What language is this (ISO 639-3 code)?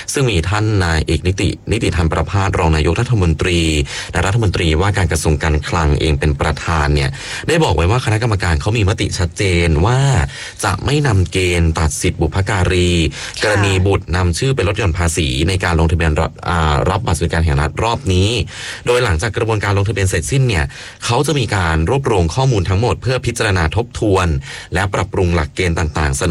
tha